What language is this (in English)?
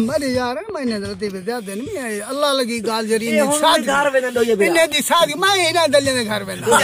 Saraiki